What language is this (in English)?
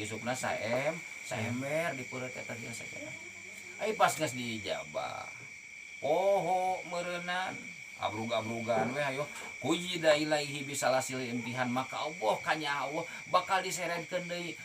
Sundanese